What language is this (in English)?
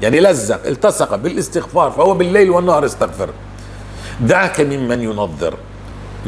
North Levantine Arabic